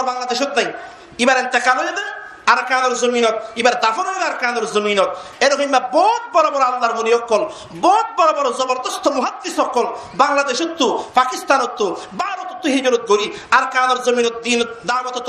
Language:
Rohingya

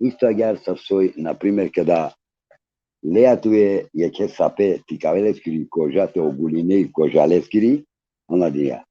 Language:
Balkan Romani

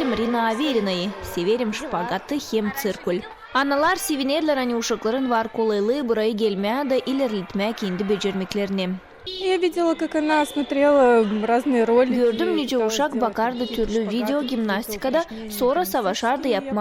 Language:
Gagauz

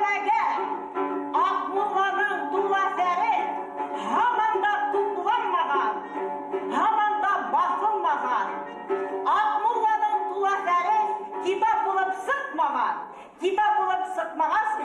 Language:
Bashkir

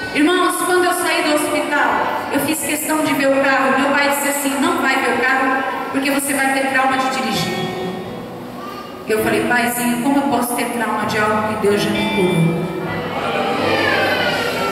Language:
Portuguese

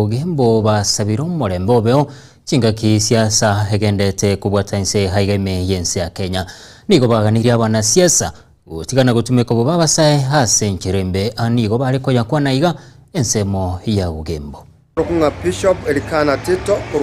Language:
Gusii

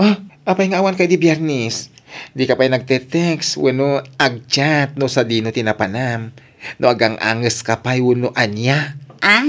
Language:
Iloko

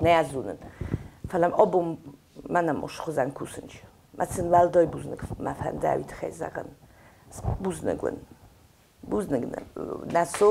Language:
Ossetic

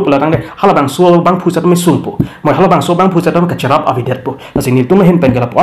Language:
Karbi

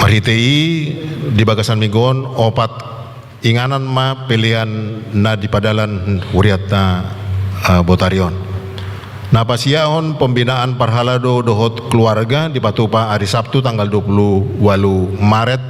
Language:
Batak Toba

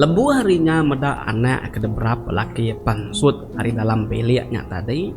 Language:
Iban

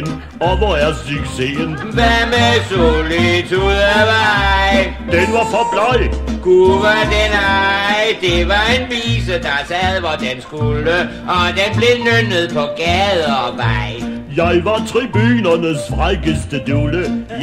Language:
Danish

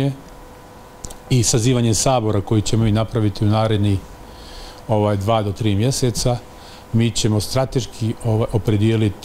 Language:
Bosnian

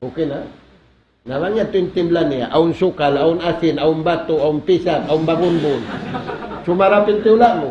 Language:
Tausug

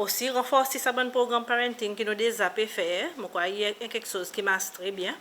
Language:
Seselwa Creole French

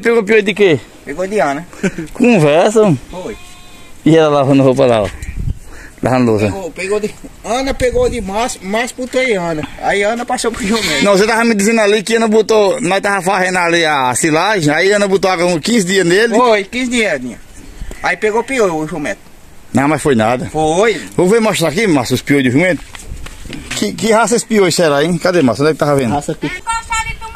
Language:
Portuguese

